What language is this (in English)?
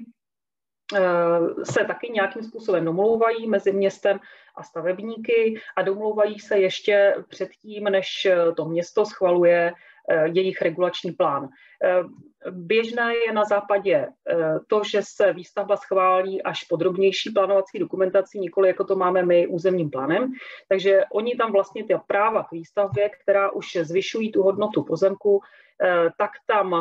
Czech